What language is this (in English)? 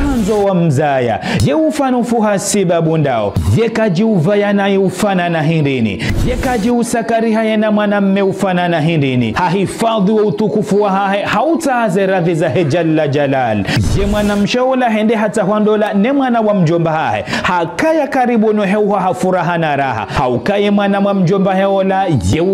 Ngazidja Comorian